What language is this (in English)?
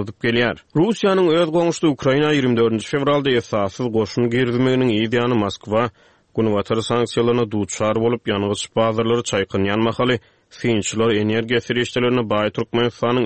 Turkmen